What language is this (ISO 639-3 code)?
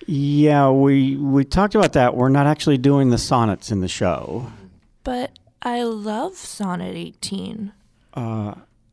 eng